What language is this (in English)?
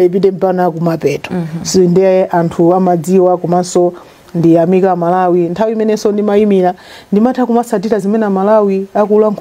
Nyanja